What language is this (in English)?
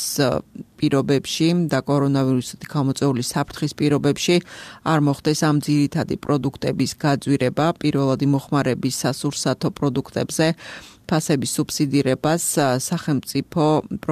Georgian